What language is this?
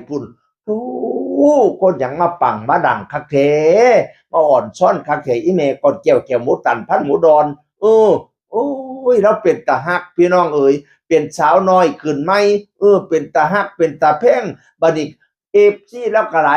Northeastern Thai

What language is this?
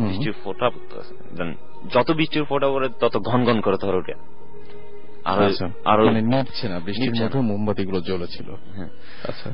Bangla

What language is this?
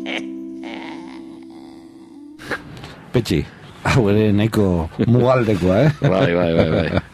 Basque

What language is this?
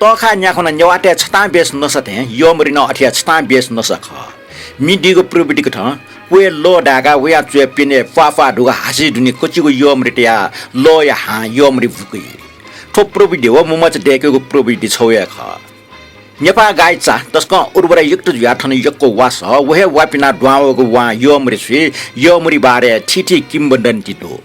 Newari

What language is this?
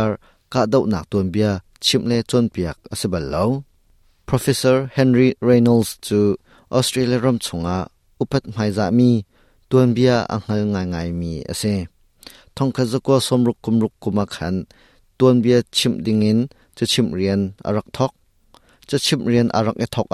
Hakha Chin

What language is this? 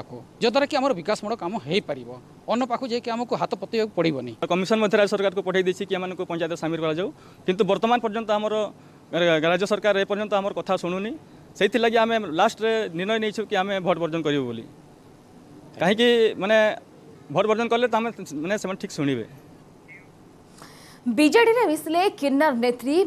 Odia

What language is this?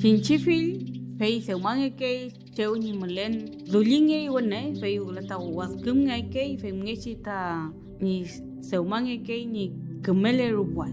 Mapuche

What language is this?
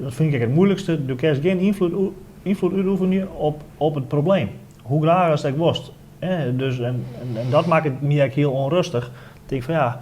Western Frisian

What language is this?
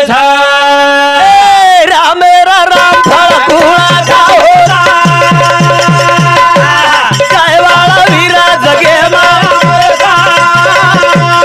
Lambadi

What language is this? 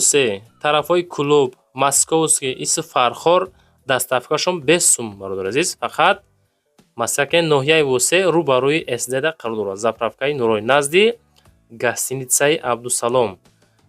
Tajik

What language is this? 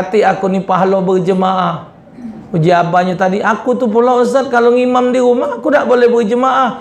Musi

